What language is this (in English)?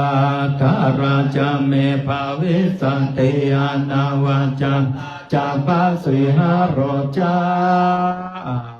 Pali